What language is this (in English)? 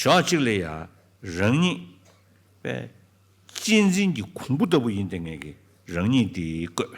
Tibetan